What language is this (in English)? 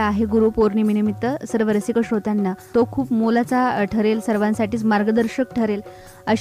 Marathi